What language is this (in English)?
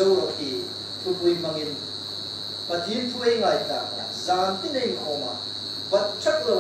Hmar